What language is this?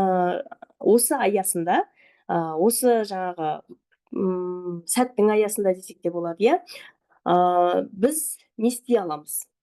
Kazakh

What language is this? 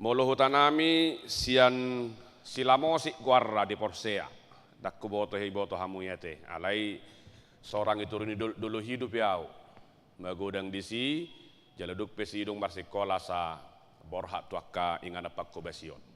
Batak Toba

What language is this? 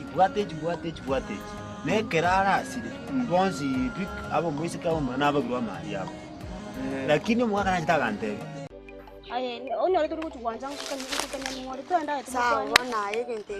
Gusii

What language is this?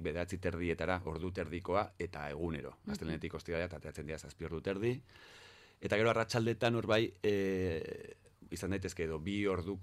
Basque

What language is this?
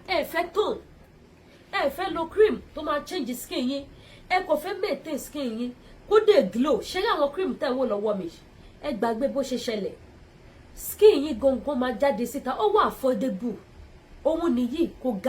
Yoruba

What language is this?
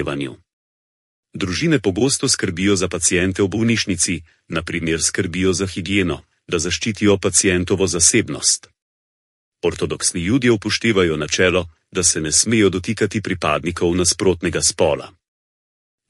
Slovenian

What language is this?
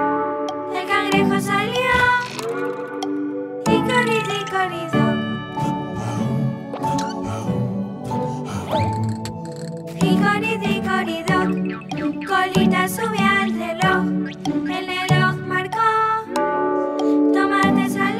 Spanish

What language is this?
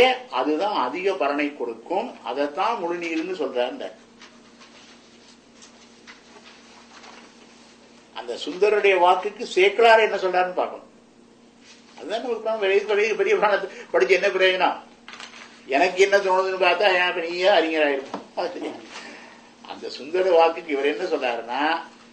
Tamil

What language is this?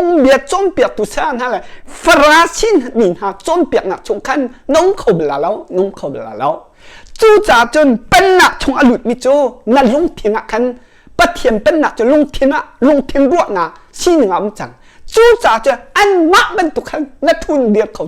Hakha Chin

